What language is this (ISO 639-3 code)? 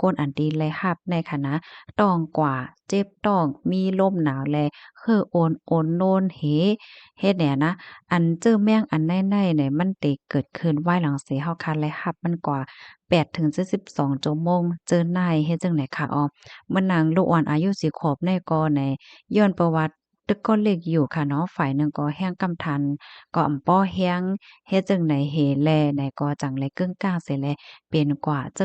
shn